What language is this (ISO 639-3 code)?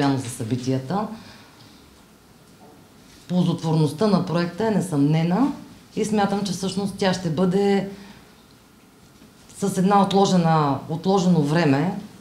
bul